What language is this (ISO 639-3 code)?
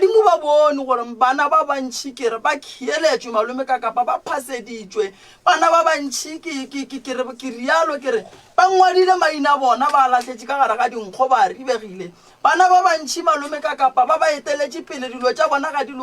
nso